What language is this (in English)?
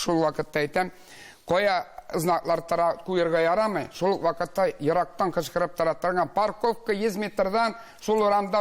Tatar